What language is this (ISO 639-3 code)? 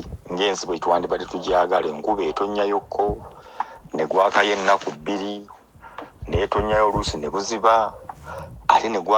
lug